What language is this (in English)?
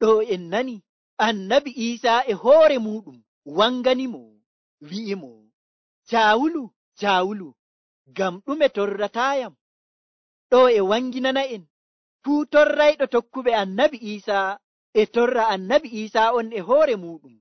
Nigerian Fulfulde